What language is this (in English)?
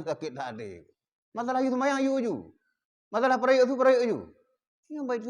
Achinese